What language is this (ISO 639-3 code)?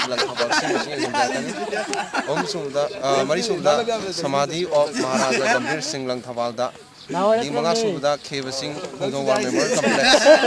mni